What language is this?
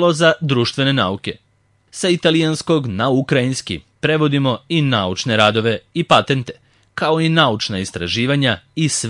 Serbian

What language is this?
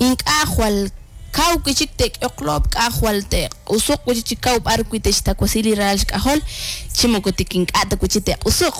Kekchí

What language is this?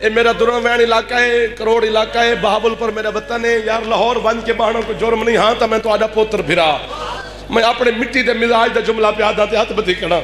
Saraiki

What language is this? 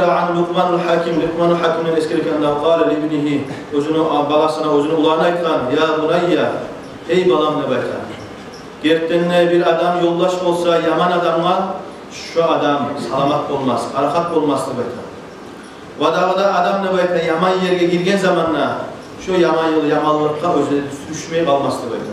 Kumyk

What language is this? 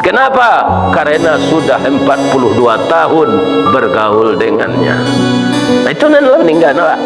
Minangkabau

